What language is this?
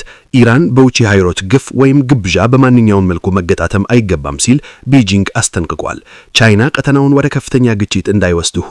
Amharic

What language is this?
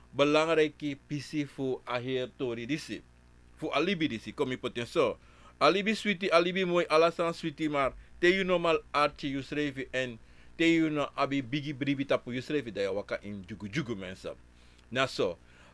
Sranan Tongo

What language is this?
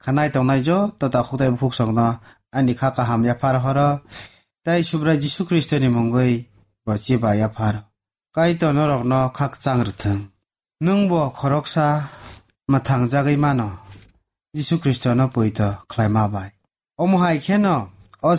Kok Borok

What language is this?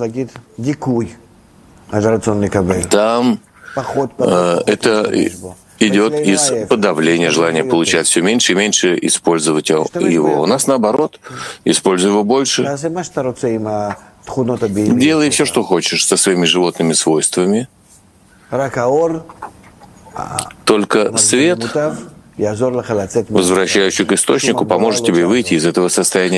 Russian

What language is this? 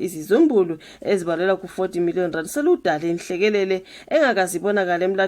Zulu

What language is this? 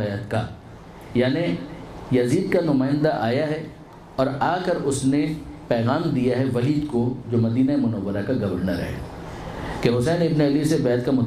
Urdu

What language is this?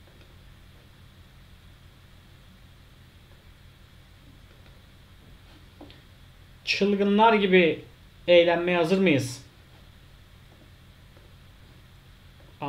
Turkish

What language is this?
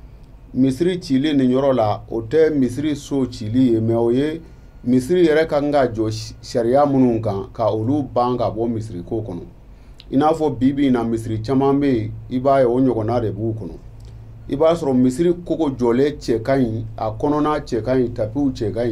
Bambara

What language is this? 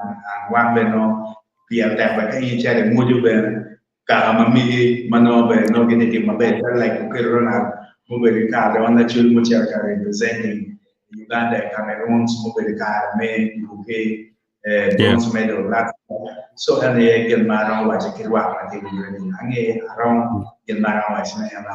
Acoli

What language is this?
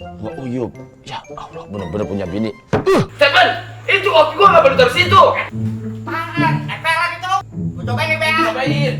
Betawi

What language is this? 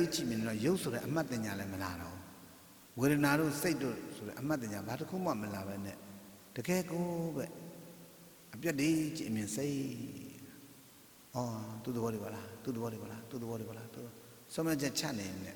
Burmese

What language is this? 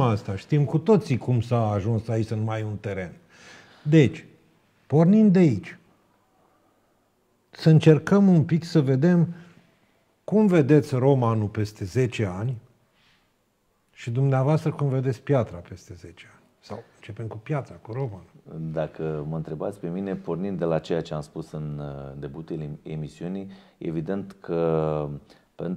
Romanian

